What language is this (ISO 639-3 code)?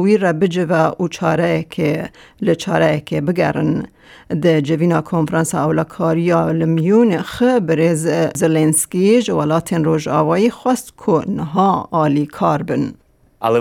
kur